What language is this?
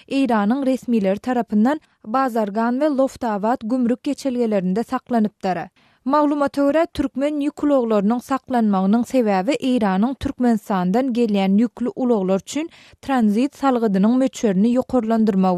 Turkmen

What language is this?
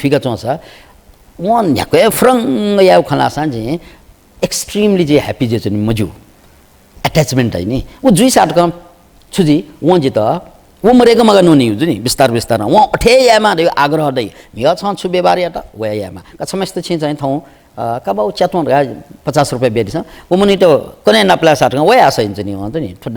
Newari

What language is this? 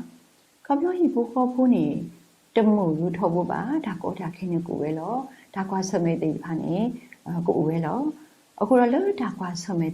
S'gaw Karen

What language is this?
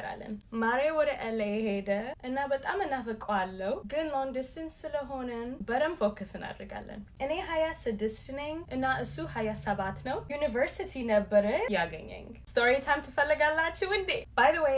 Amharic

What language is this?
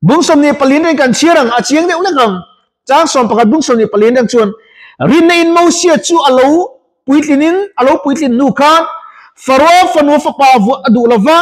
Mizo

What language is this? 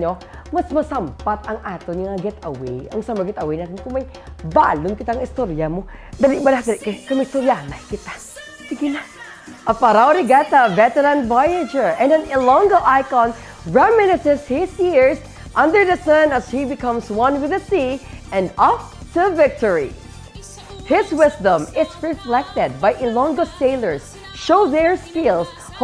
Hiligaynon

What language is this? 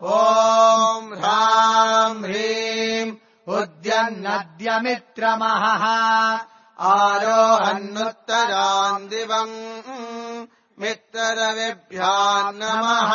Sanskrit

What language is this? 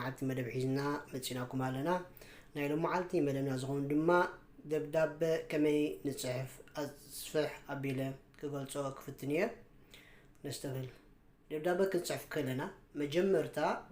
Tigrinya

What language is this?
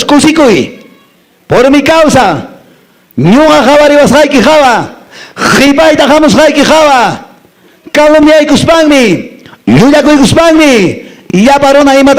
Quechua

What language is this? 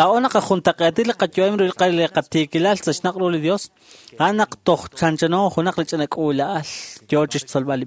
Kekchí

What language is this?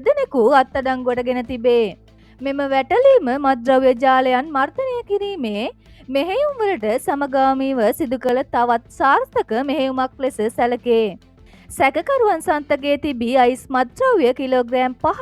Sinhala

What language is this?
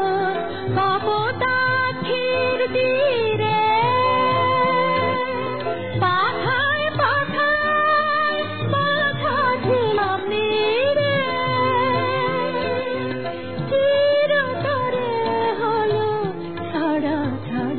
Bangla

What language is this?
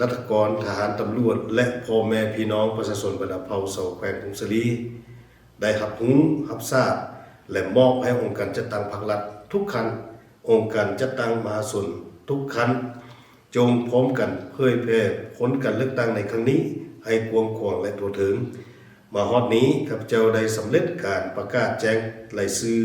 Lao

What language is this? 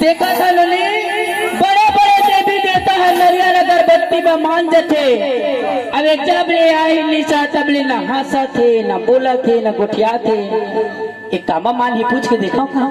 Chhattisgarhi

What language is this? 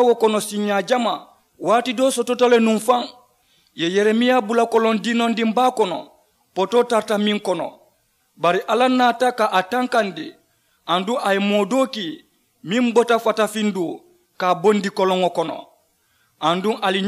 Mandingo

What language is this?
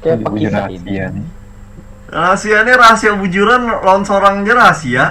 Banjar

